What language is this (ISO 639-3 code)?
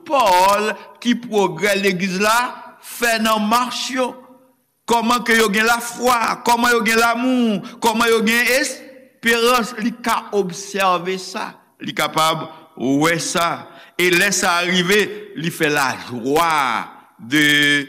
hat